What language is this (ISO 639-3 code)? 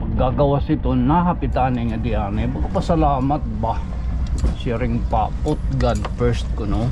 war